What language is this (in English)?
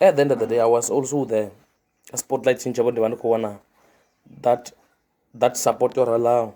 Venda